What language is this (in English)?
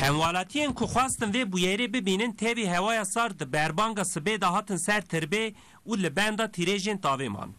Kurdish